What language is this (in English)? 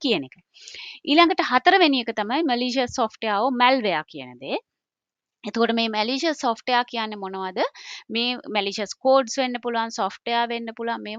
Sinhala